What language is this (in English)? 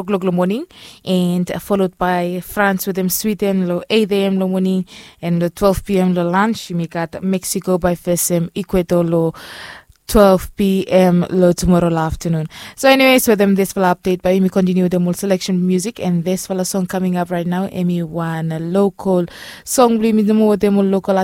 Bislama